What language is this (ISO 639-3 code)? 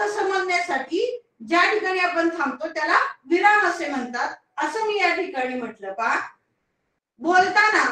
mar